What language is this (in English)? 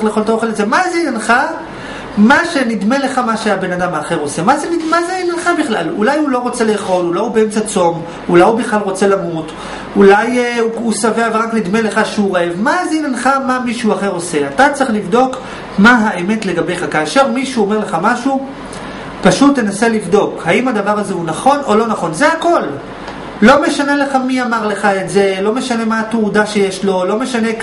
Hebrew